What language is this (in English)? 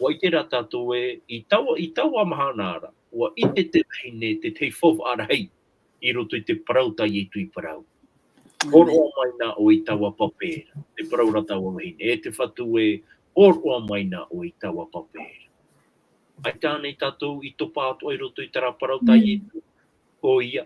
Tahitian